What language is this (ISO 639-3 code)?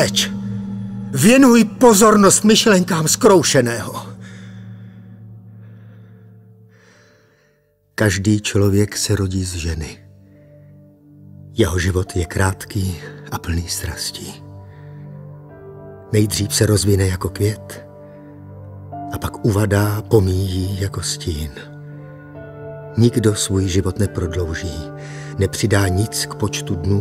ces